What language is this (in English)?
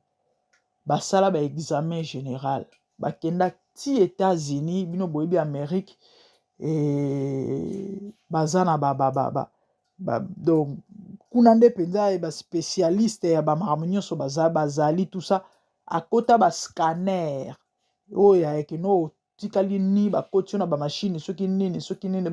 Lingala